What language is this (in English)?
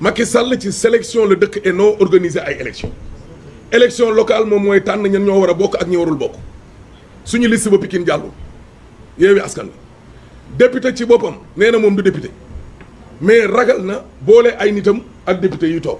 Wolof